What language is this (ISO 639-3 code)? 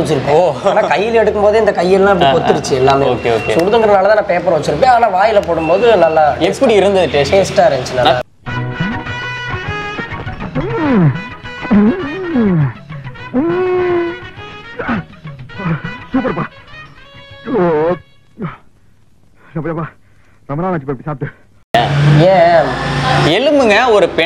tam